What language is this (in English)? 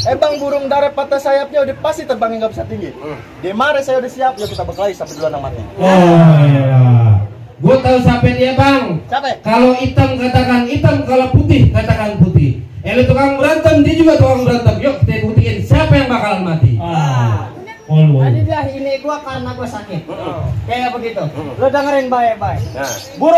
Betawi